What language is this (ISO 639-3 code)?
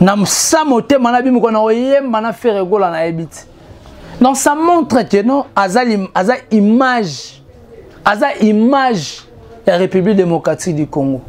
lin